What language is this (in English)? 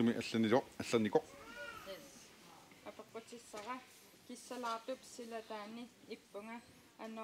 Kalaallisut